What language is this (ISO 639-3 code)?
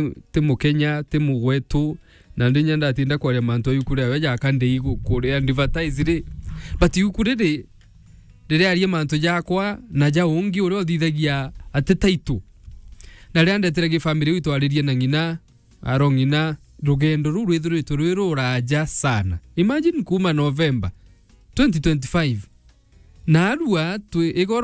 mer